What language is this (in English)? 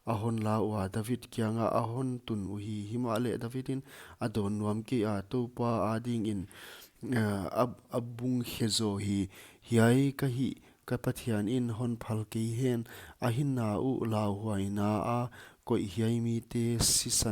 Paite Chin